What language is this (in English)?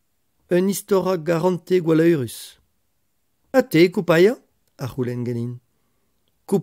Breton